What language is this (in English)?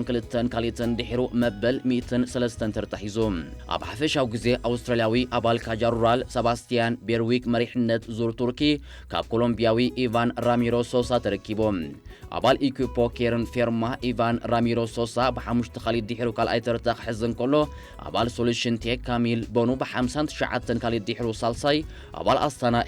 Tigrinya